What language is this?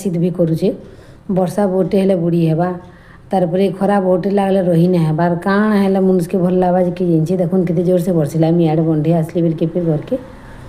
Sambalpuri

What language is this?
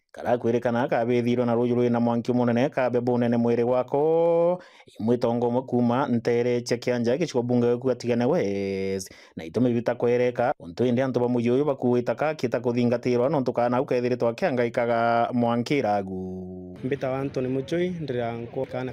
Meru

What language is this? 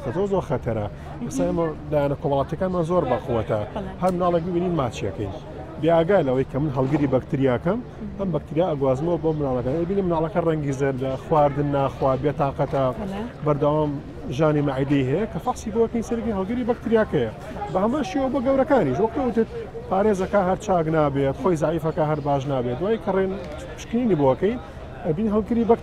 Central Kurdish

